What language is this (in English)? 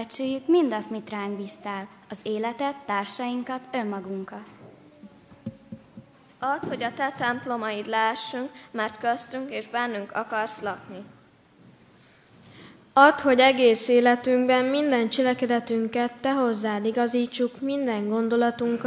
Hungarian